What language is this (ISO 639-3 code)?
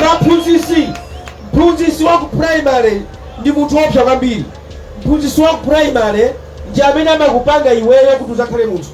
nya